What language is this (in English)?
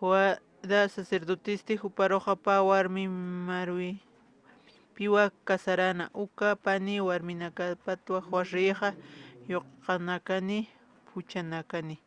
Aymara